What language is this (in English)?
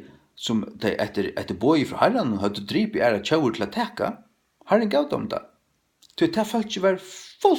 Faroese